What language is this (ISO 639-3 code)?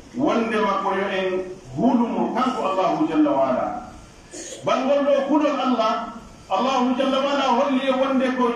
fuf